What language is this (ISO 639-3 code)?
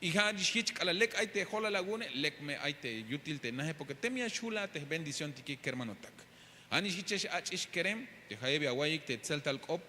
tzh